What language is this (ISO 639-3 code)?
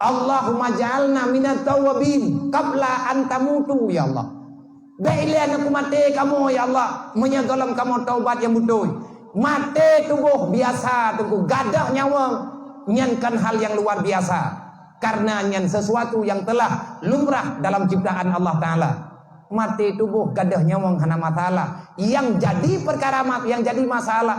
ace